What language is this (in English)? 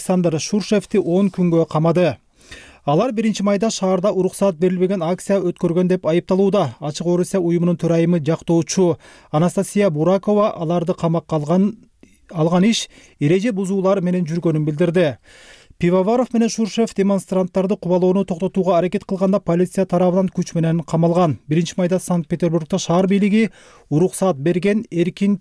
Kyrgyz